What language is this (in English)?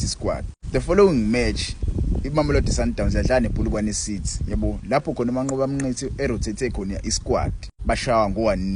Zulu